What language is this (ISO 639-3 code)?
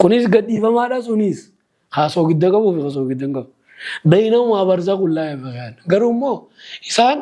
orm